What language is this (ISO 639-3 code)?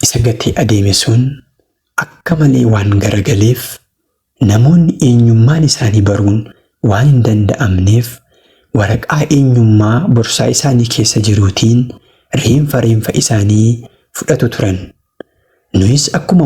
orm